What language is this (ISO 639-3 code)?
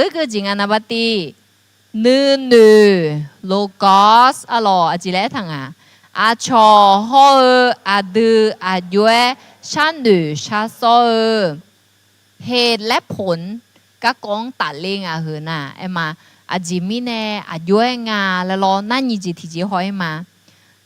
ahk